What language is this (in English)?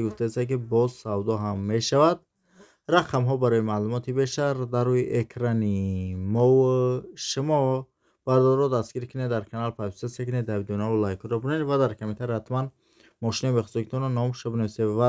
Tajik